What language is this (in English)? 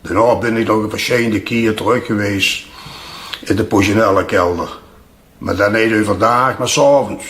Limburgish